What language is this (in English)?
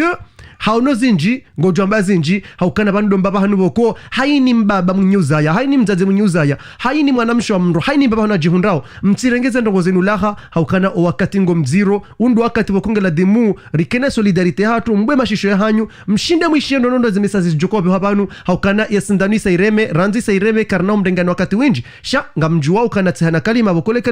Ngazidja Comorian